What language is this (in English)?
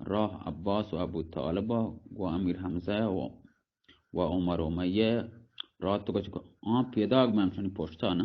Baluchi